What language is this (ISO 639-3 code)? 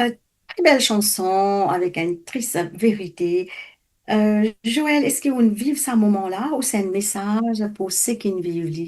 mfe